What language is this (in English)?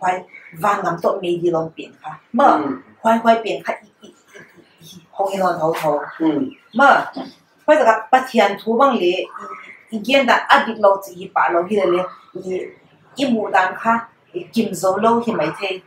Paite Chin